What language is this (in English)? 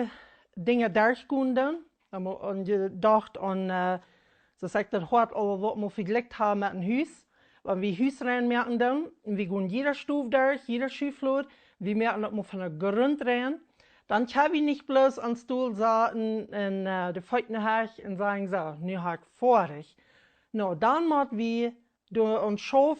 Plautdietsch